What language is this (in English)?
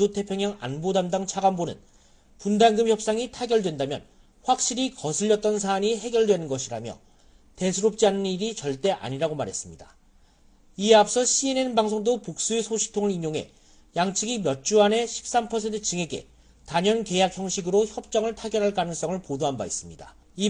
Korean